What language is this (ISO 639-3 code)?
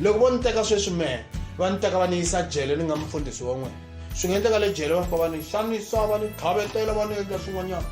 tso